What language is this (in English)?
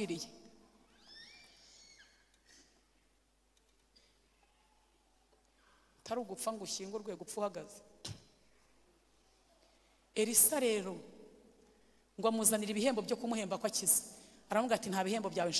Kinyarwanda